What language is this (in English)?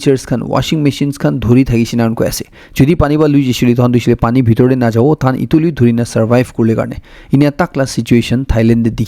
Naga Pidgin